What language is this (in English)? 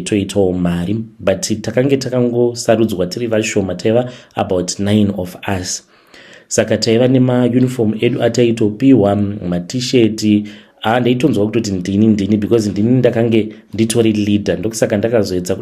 Shona